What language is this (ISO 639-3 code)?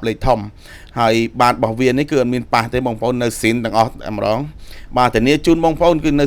khm